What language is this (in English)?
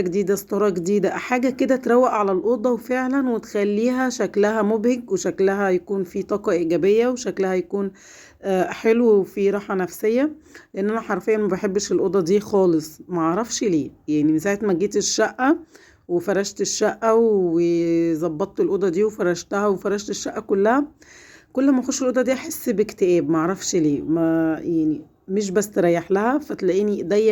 Egyptian Arabic